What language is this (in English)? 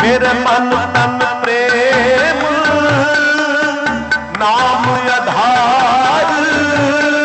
Hindi